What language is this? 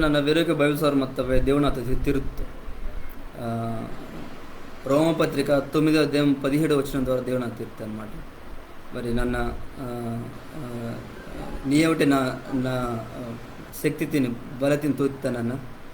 Koya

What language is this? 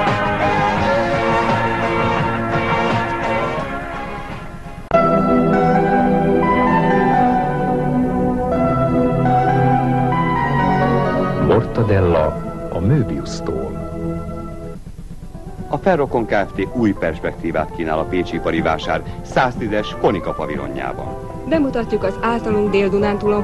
Hungarian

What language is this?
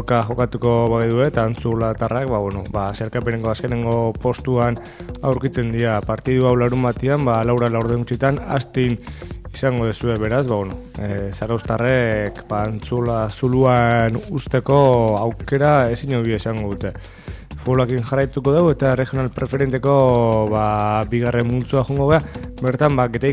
Basque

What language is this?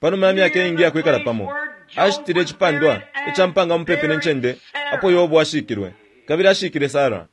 Bemba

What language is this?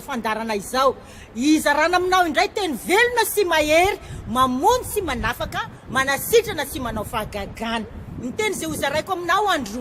Malagasy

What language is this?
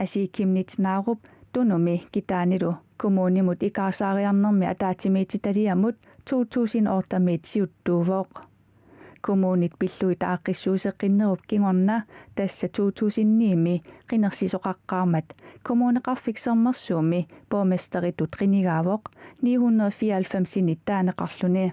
Kalaallisut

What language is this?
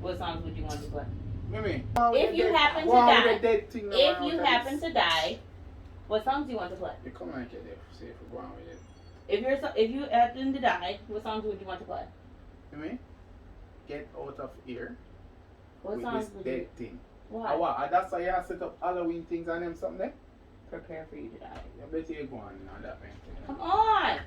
Jamaican Creole English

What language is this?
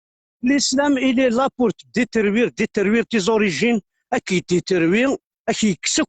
Kabyle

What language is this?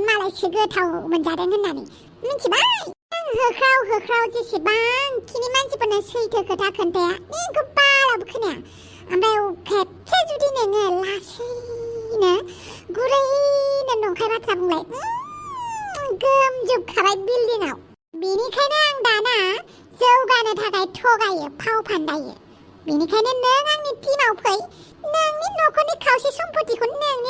Bodo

